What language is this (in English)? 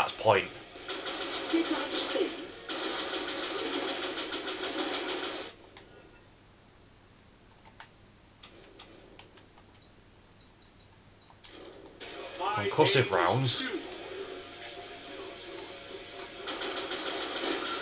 English